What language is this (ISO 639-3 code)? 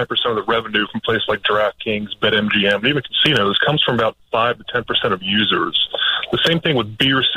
eng